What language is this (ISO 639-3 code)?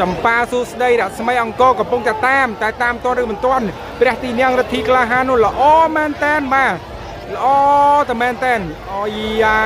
khm